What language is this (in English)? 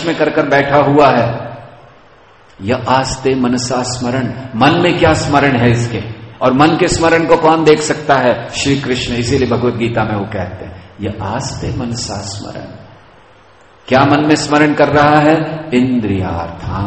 Hindi